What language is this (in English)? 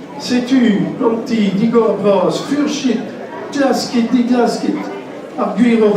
Breton